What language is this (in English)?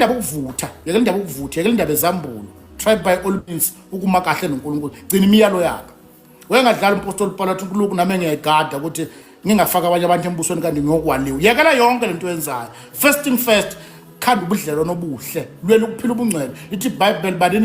Zulu